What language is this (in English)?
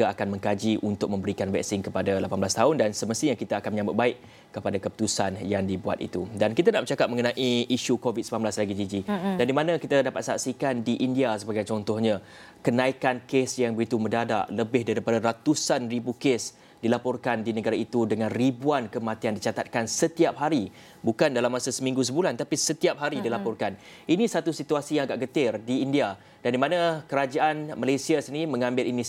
Malay